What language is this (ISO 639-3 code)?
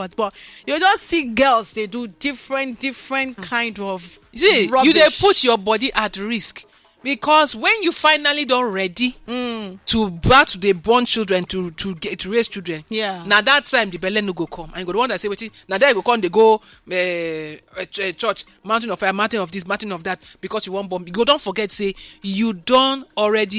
pcm